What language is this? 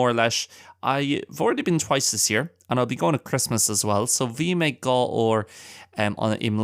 Irish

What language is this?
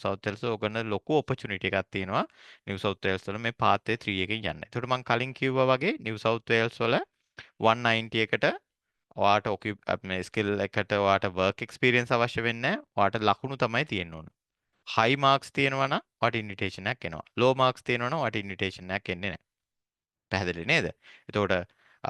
Sinhala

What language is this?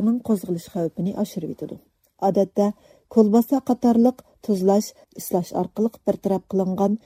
Uyghur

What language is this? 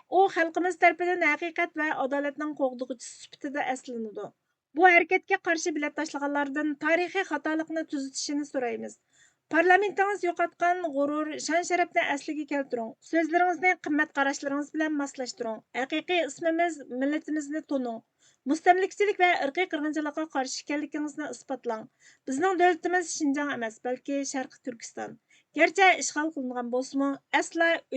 Uyghur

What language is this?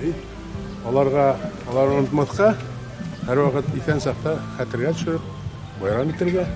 Bashkir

